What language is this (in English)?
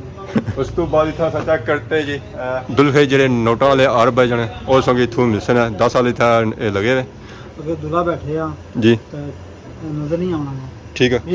Pahari-Potwari